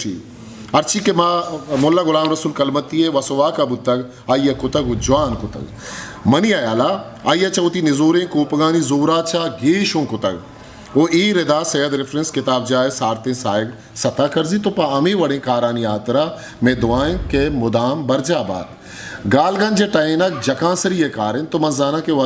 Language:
Eastern Balochi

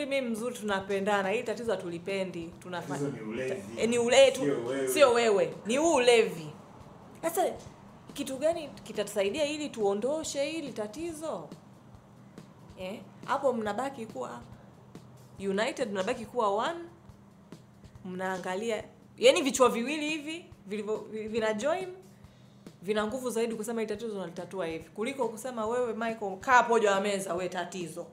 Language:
Swahili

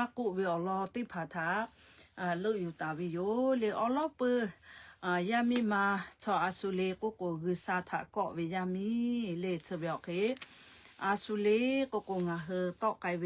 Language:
Lahu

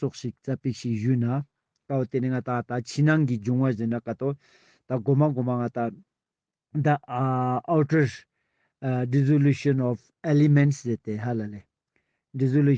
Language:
Ladakhi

